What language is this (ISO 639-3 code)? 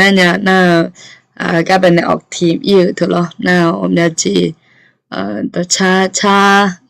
ahk